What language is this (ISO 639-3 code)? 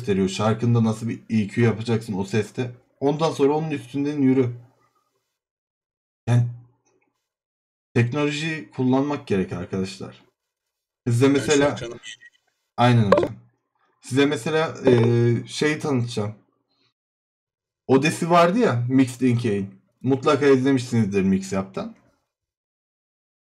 tur